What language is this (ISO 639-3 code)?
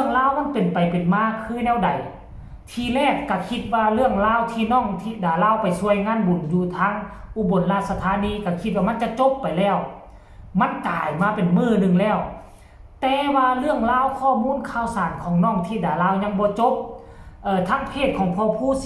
lao